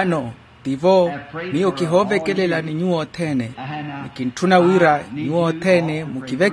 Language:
Makhuwa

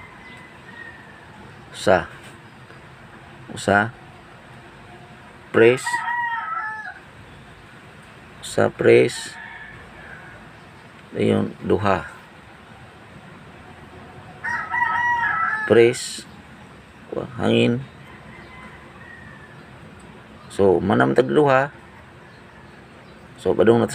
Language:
Cebuano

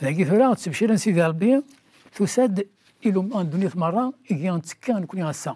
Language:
Kabyle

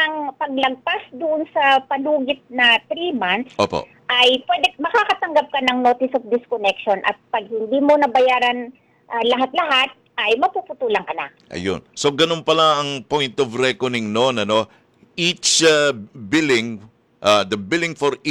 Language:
Filipino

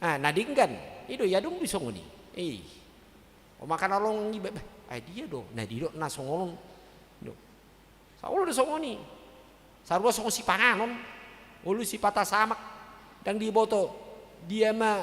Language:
Batak Toba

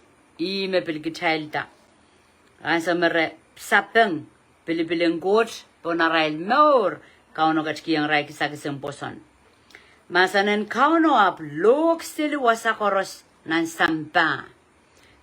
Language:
Pohnpeian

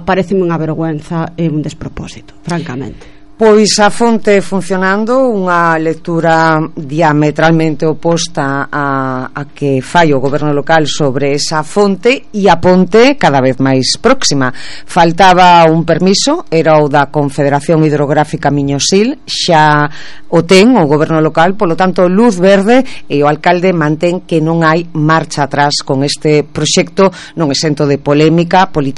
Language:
Galician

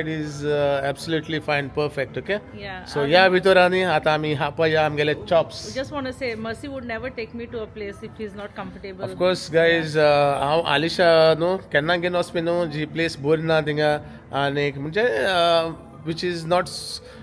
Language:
Konkani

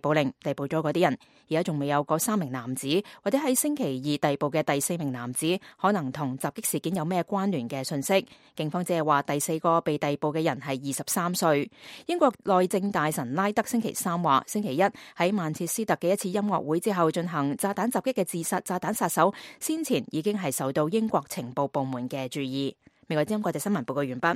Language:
Cantonese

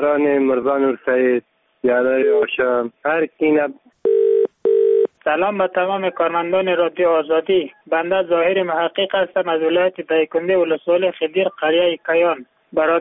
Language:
Persian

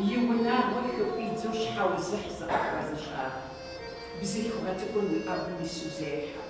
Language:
Kabardian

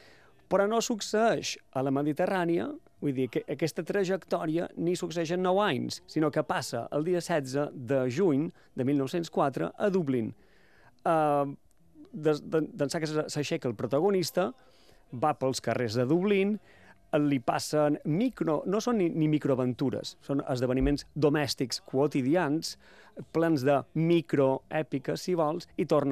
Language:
Catalan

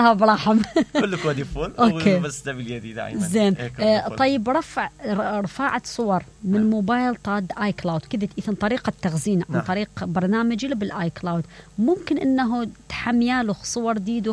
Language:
Mesopotamian Arabic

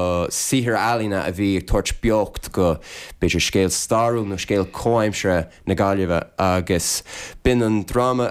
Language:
Irish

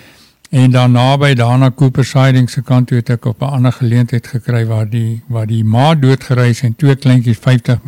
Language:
Afrikaans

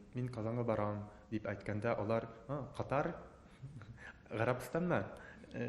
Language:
Tatar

